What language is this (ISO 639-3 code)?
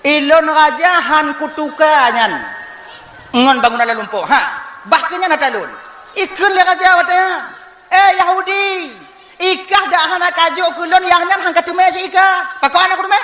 ace